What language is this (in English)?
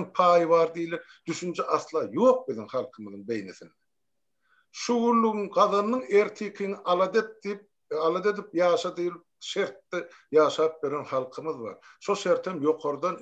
Turkmen